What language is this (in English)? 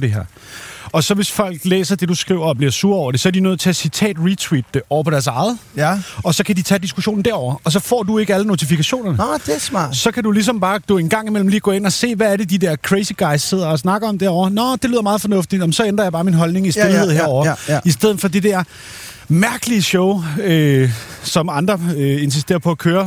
Danish